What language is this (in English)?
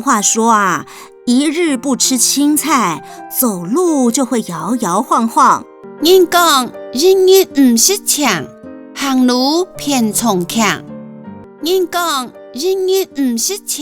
Hakka Chinese